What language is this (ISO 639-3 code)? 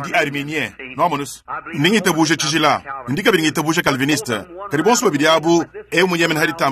lua